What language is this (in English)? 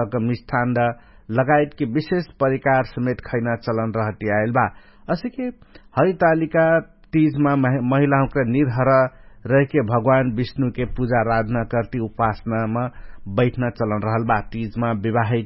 Dangaura Tharu